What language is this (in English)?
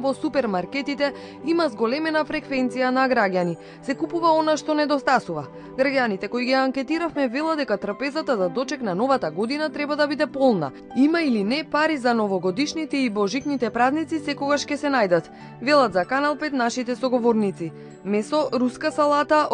Macedonian